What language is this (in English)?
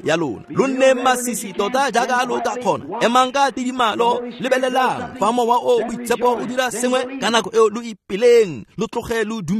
Tswana